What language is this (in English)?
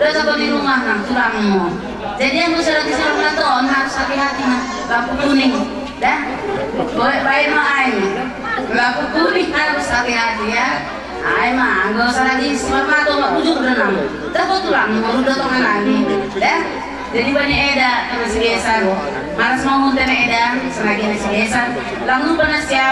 Batak Simalungun